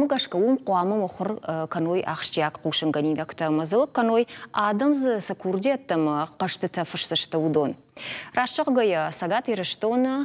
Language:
Ossetic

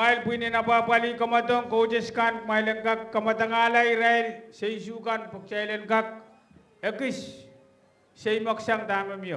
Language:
Pohnpeian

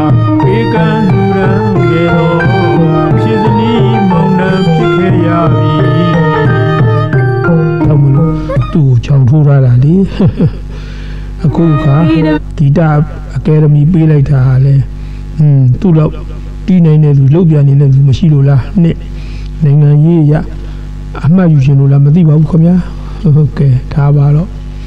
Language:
Burmese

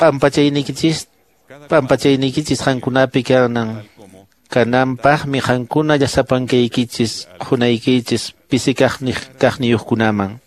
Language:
Quechua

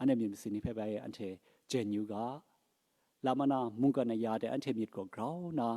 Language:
Kachin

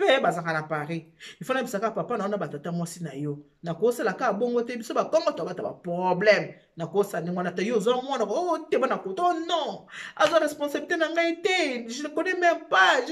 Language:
Lingala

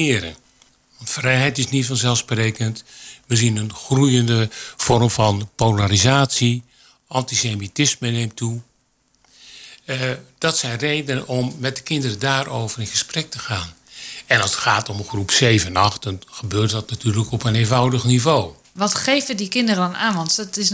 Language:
Dutch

